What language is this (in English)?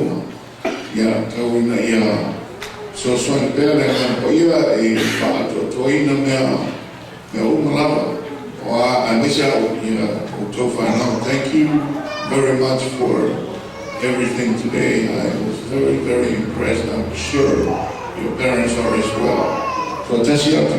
Samoan